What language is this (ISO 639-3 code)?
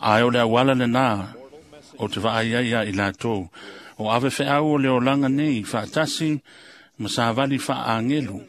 smo